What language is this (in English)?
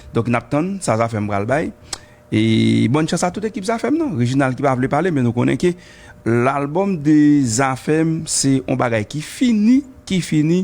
Haitian Creole